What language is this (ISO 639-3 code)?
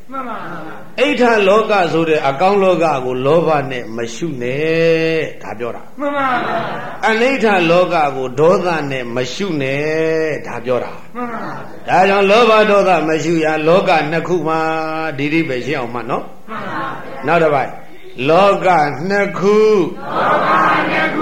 mya